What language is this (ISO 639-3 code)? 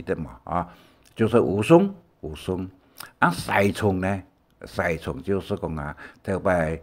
hak